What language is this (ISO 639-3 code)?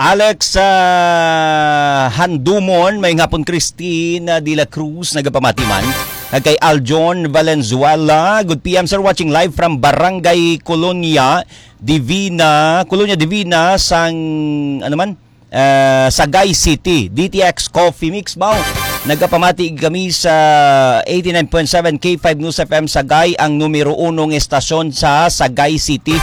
hil